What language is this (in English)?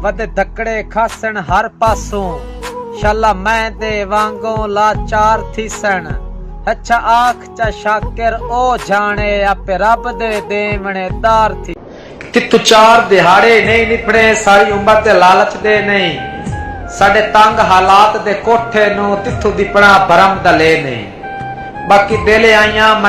Saraiki